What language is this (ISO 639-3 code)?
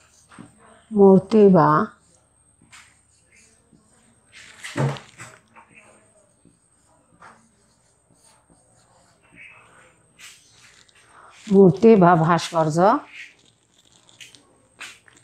ben